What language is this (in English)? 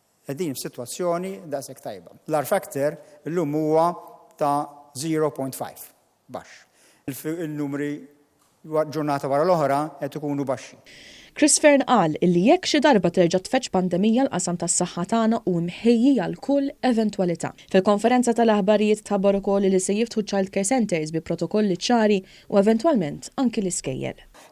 Maltese